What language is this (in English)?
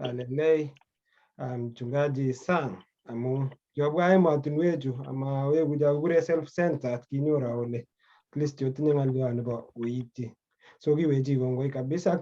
Kalenjin